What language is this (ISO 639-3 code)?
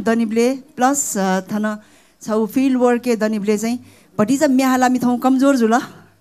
new